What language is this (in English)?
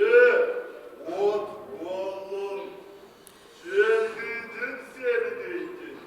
Yakut